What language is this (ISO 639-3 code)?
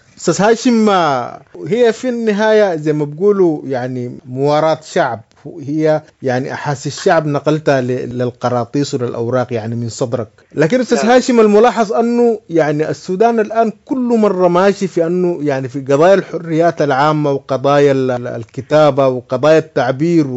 apd